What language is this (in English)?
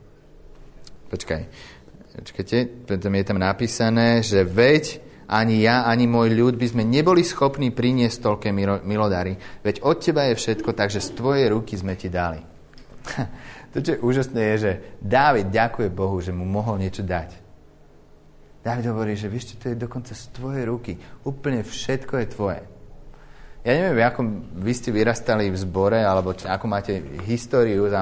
Slovak